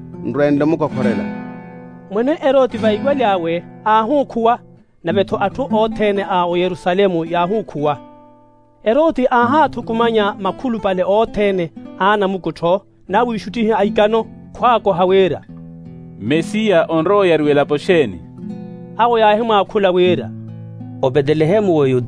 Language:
Makhuwa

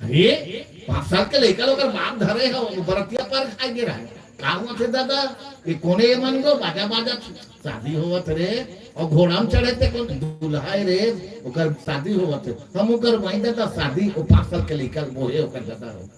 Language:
Chhattisgarhi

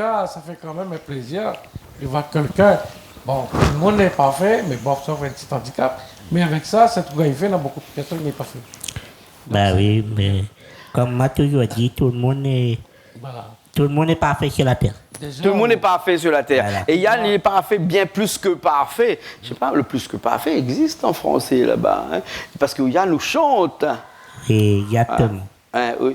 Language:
Réunion Creole French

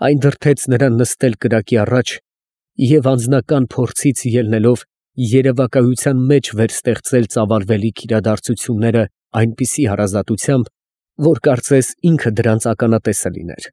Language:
Armenian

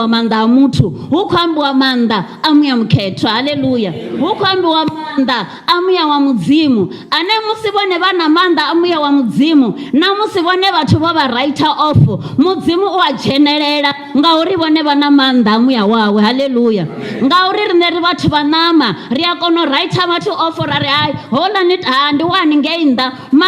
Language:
Venda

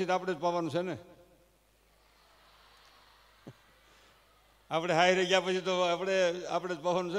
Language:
Gujarati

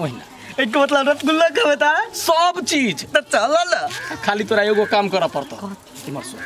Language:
Maithili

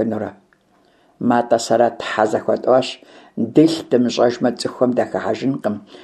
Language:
Kabardian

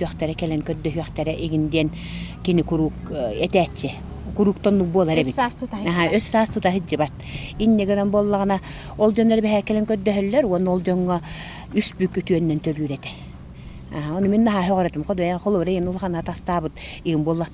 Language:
Yakut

